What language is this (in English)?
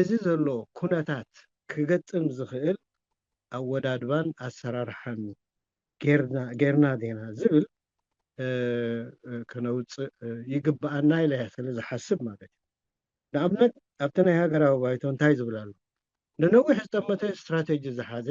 Tigrinya